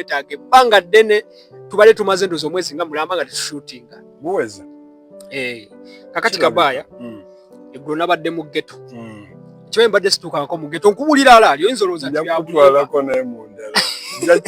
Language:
Ganda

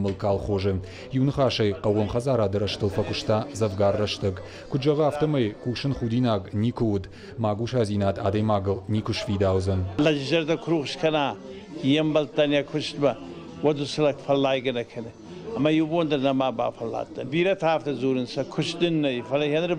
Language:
Ossetic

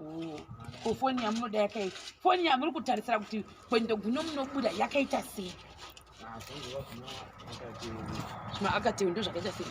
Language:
Shona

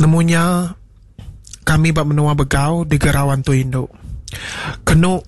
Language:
Iban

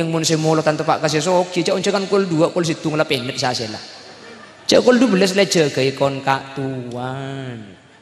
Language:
Madurese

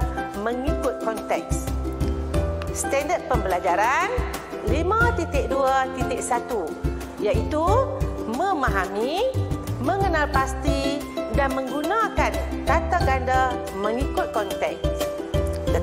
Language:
Malay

